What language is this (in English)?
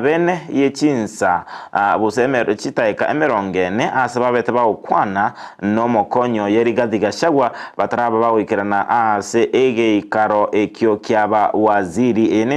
Gusii